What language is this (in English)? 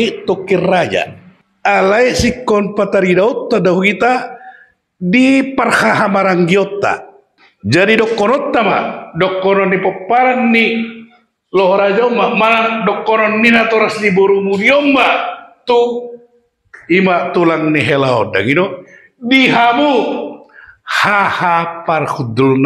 Batak Toba